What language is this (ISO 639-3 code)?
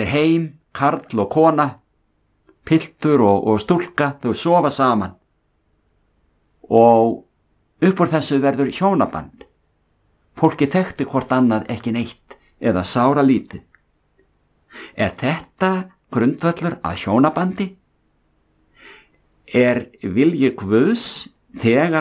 isl